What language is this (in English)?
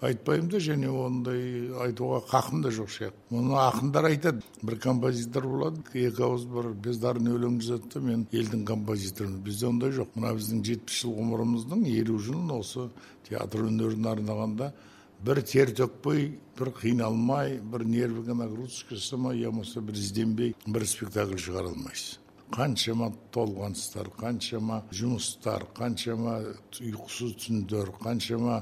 Kazakh